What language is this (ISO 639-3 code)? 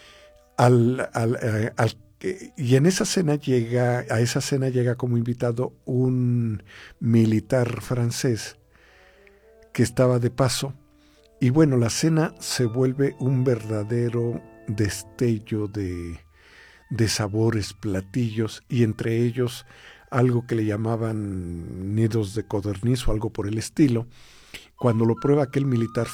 spa